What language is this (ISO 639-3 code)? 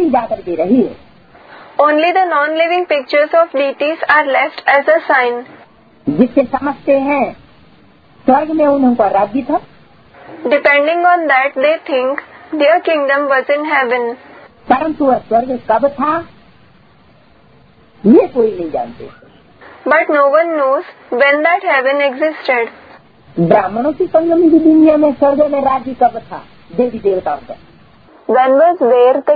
hin